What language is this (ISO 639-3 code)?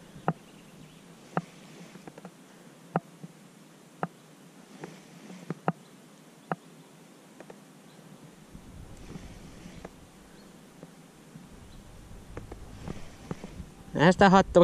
fin